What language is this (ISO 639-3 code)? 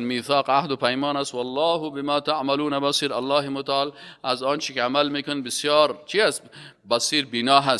fas